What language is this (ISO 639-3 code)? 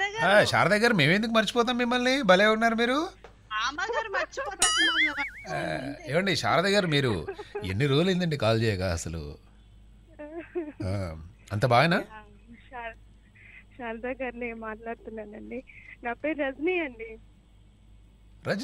tel